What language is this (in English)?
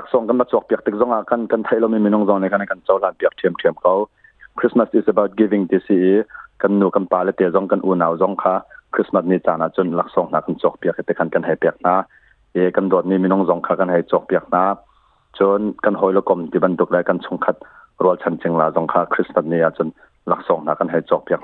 Hakha Chin